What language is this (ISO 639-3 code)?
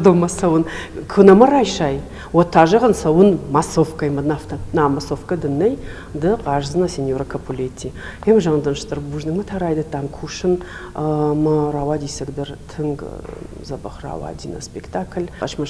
oss